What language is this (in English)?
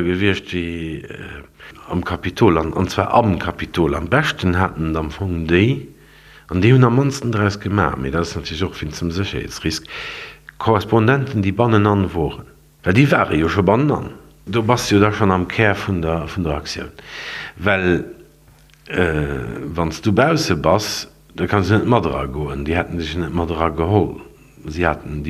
Luxembourgish